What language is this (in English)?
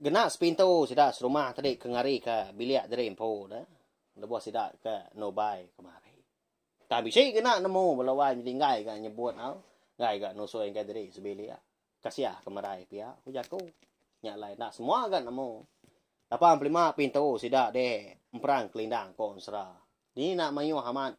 Iban